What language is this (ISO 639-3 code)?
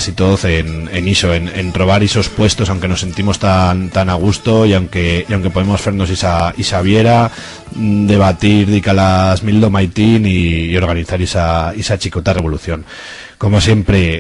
arg